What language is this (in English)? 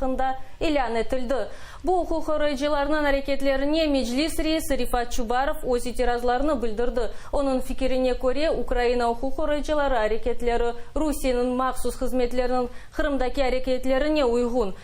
Crimean Tatar